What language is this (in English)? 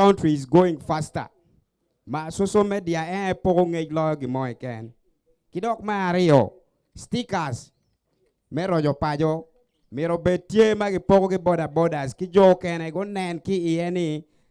Acoli